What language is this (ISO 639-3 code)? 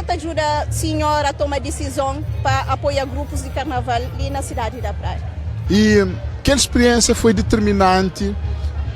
kea